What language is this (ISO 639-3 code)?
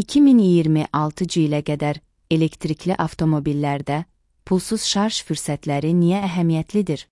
aze